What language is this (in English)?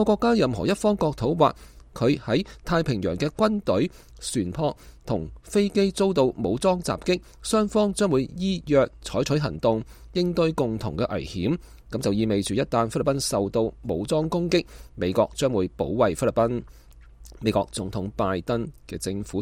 Cantonese